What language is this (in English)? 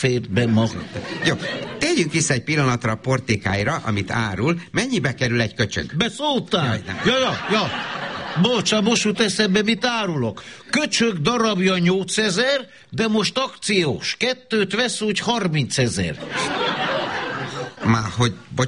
Hungarian